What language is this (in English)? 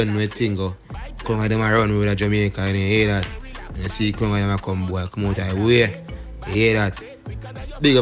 Jamaican Creole English